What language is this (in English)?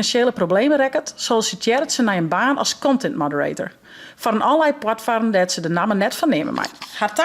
Western Frisian